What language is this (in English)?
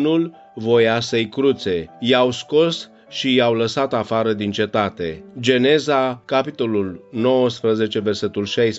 Romanian